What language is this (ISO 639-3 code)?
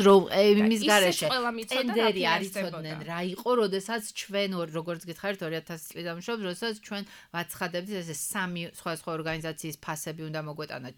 kat